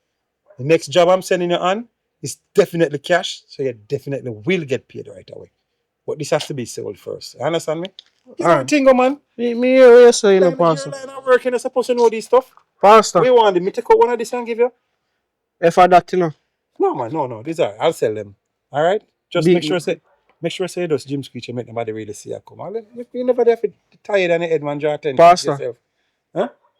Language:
Jamaican Creole English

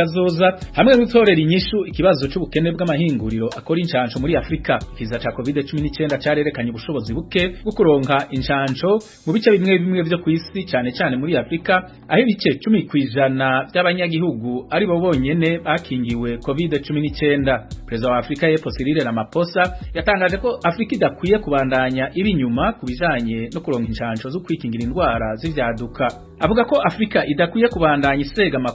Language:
Rundi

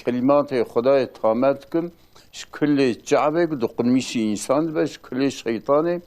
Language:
Kurdish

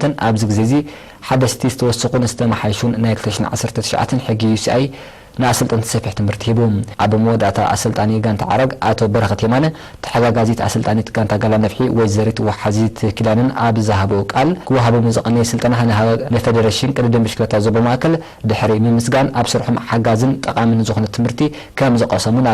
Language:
Tigrinya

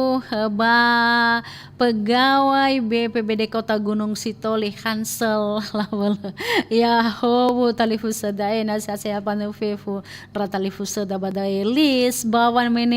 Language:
Nias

